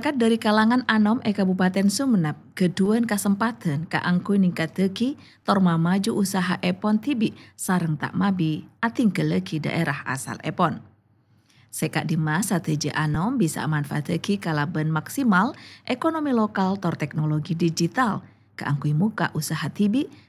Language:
Madurese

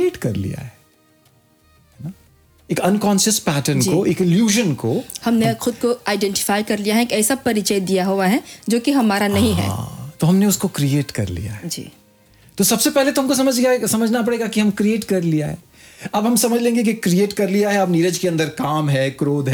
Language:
Hindi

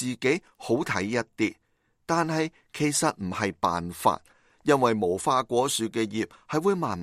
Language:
Cantonese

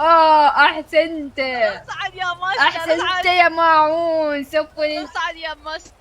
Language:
Mesopotamian Arabic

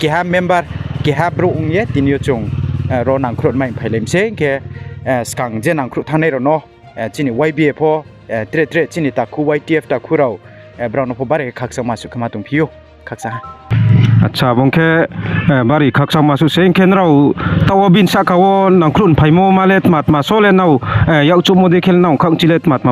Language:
Riang (India)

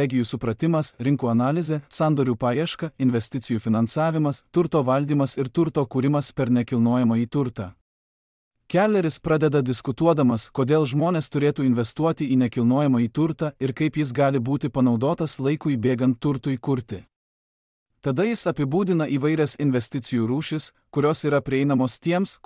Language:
Lithuanian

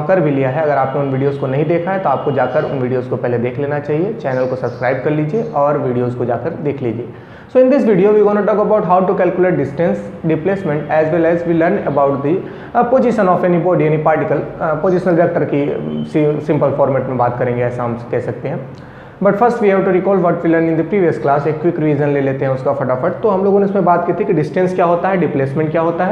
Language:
Hindi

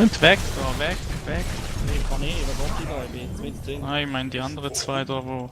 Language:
Swiss German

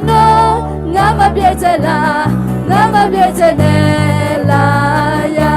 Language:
Akha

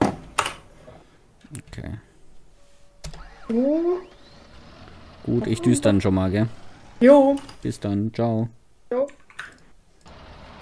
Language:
German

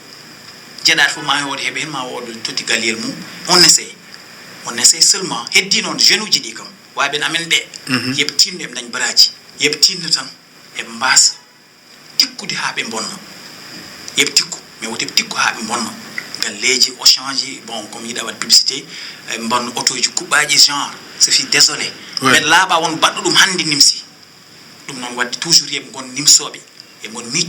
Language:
Fula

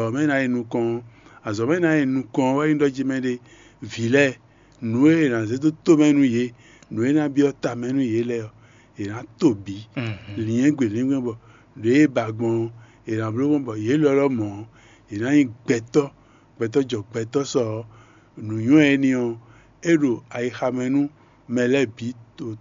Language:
Fon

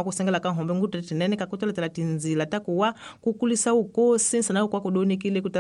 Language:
Tsonga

